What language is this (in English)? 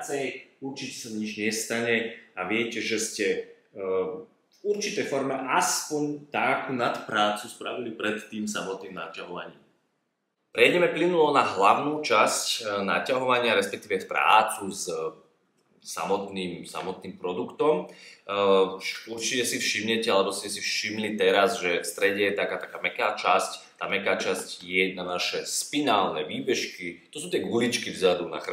Slovak